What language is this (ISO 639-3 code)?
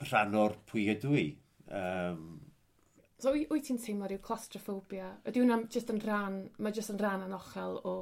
cym